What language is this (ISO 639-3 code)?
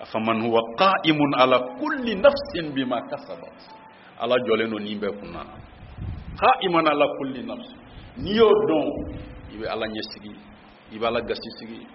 bam